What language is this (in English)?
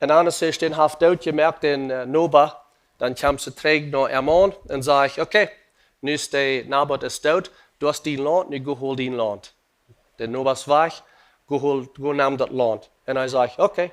Plautdietsch